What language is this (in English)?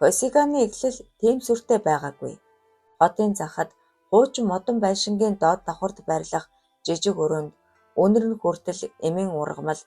Mongolian